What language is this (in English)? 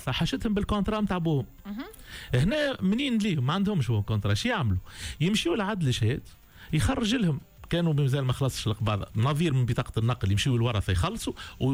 Tunisian Arabic